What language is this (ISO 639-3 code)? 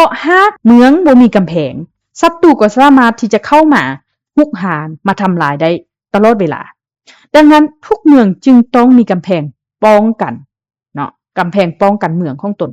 lao